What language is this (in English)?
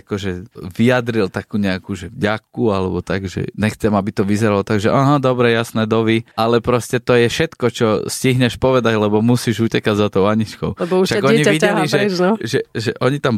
Slovak